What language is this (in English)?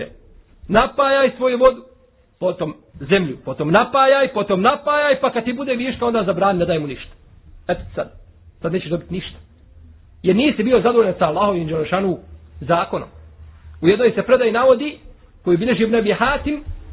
Bosnian